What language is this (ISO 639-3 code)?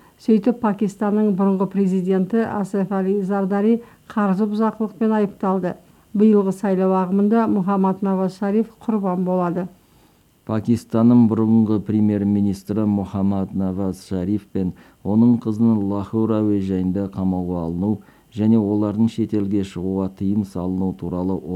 kaz